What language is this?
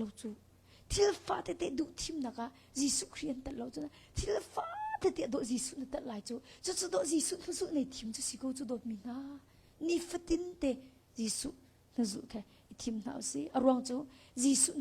Hakha Chin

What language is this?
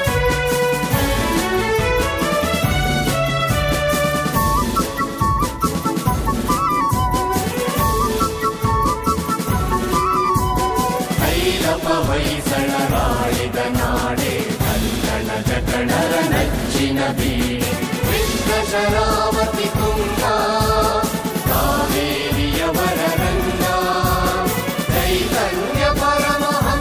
Kannada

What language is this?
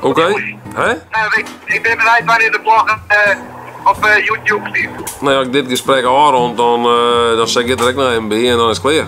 Western Frisian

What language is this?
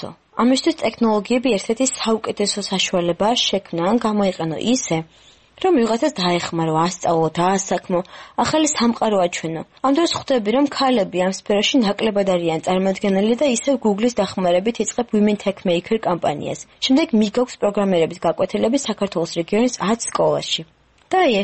Georgian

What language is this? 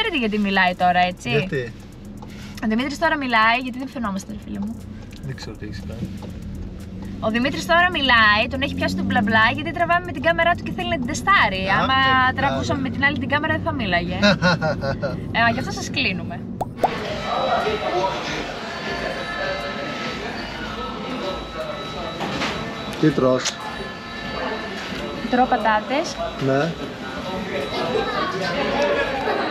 Greek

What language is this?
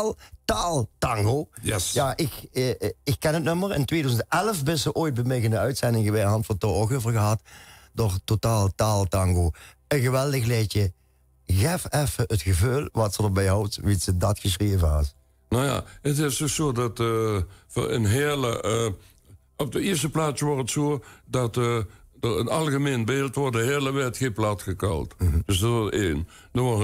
Limburgish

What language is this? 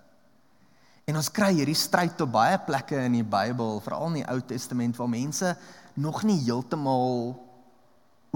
Afrikaans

